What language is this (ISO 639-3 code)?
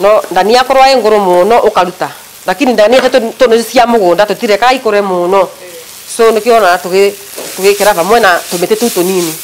mer